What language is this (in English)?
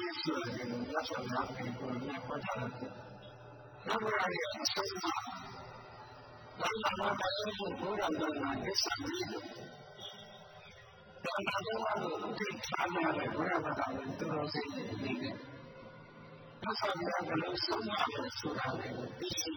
Burmese